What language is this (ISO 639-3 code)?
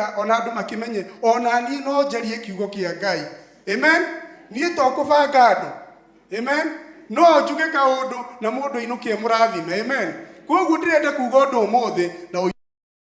kik